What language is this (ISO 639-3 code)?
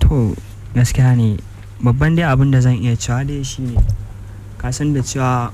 hau